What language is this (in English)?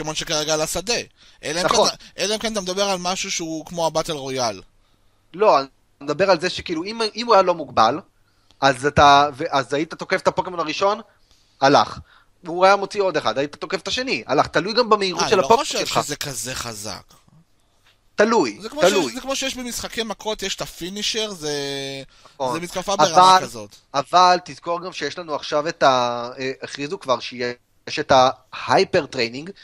Hebrew